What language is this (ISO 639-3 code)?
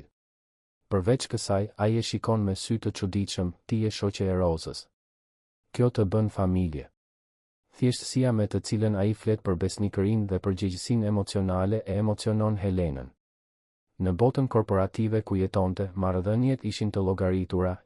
sqi